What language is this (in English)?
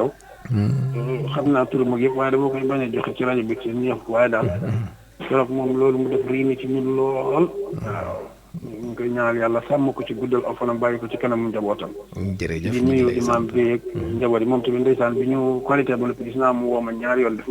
Wolof